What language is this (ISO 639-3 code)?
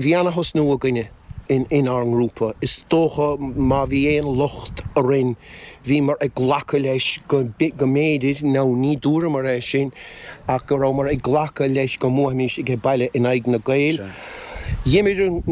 gle